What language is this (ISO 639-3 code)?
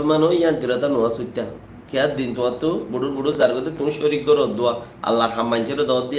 rhg